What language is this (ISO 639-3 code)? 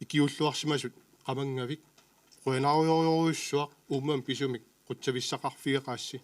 kal